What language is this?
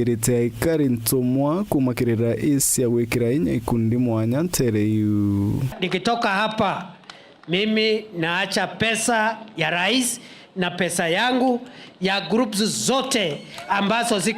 Meru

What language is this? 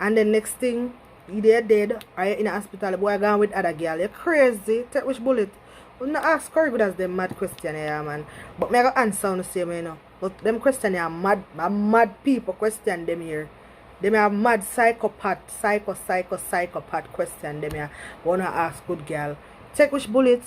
Jamaican Creole English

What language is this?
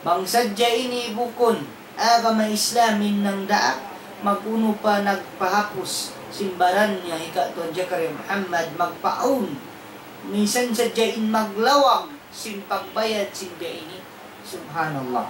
Tausug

